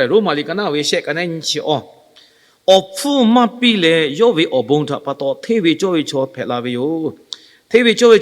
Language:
Lahu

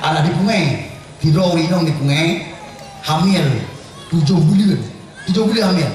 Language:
Achinese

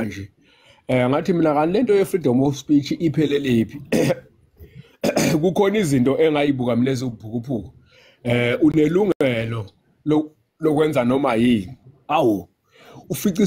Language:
Zulu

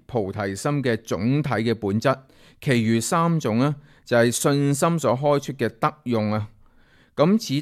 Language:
Cantonese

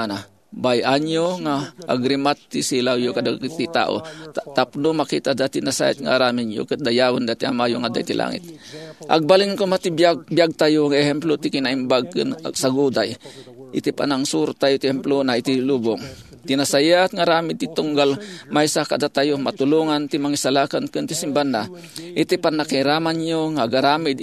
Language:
Iloko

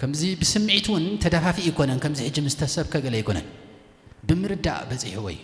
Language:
Tigrinya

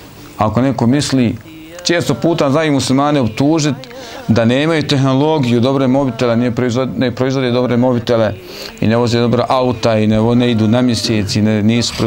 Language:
Bosnian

